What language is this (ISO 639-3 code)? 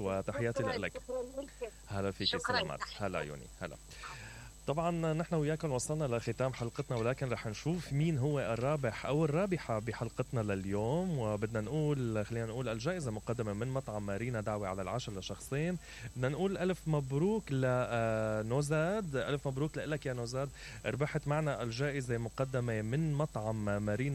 acm